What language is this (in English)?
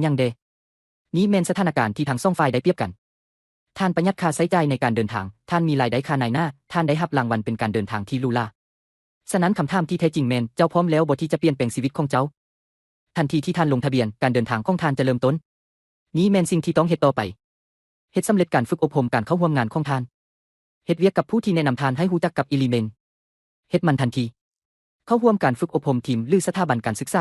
Lao